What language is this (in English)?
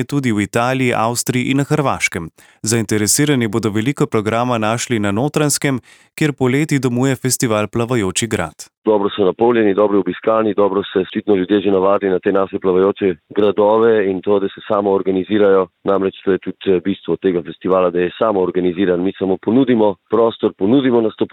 Slovenian